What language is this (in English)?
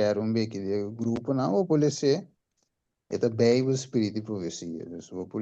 Papiamento